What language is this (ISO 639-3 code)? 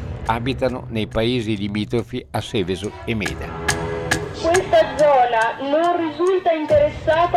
ita